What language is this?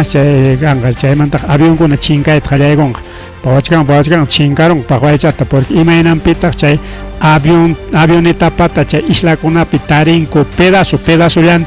Ayacucho Quechua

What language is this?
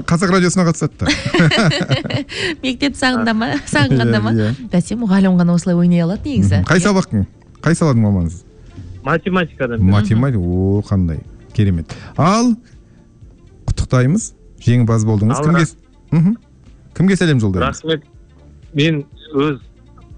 Kazakh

